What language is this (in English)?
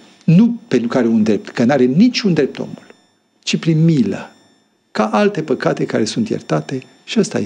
Romanian